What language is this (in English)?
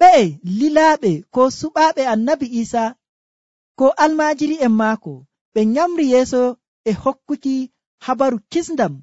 Nigerian Fulfulde